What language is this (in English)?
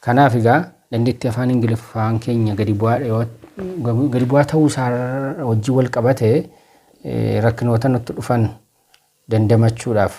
Oromo